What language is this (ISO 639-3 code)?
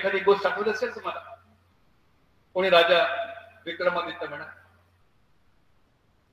mar